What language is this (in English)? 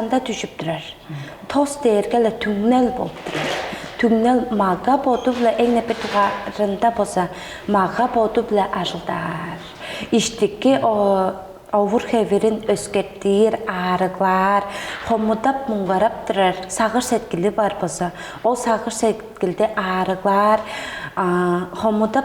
Tuvinian